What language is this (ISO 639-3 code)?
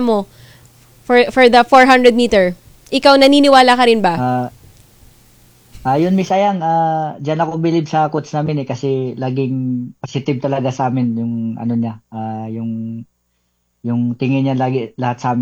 fil